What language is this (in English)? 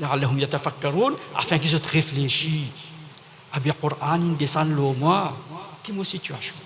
Morisyen